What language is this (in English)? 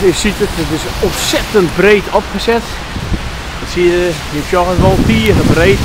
Western Frisian